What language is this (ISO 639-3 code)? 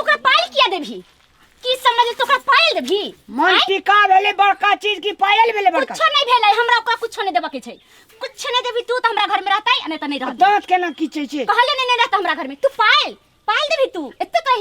mai